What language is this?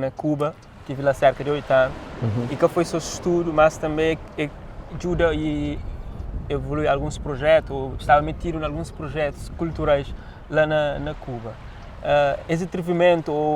Kabuverdianu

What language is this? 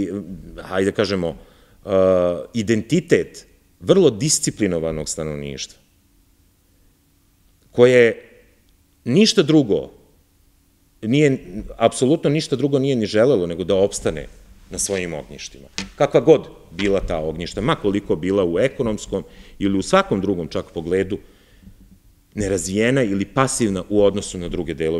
Serbian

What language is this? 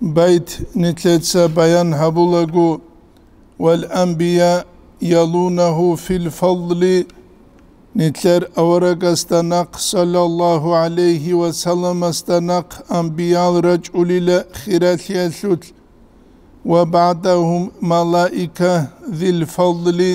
Avaric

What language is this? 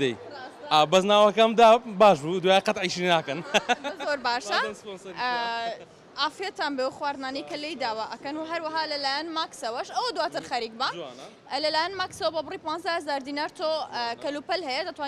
Central Kurdish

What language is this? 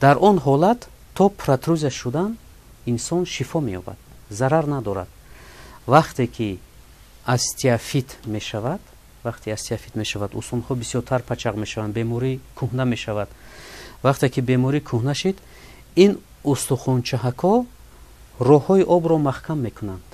Tajik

